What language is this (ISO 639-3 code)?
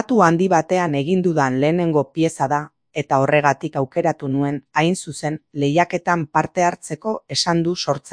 eus